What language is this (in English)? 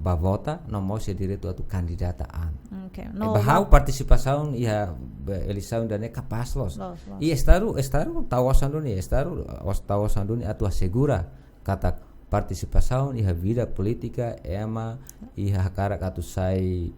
Tetum